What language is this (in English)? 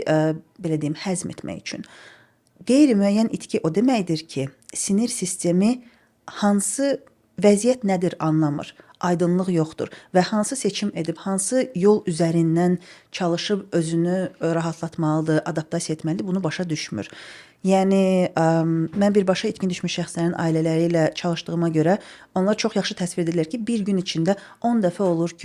Azerbaijani